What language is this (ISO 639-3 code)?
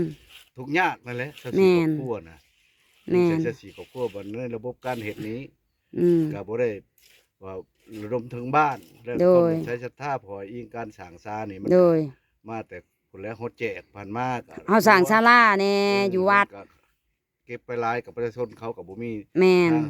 lao